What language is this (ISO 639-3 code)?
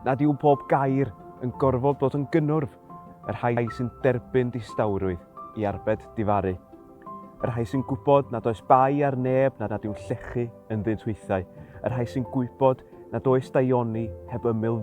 cym